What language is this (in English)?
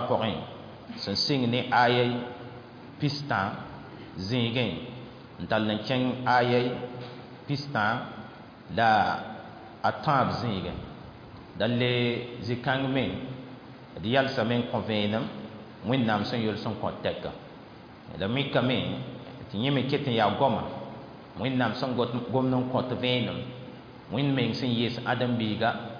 Mossi